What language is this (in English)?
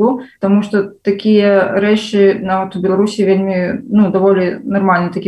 Belarusian